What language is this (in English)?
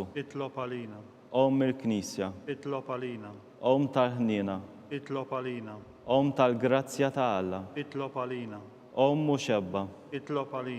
Maltese